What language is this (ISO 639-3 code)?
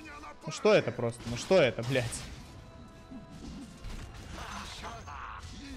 rus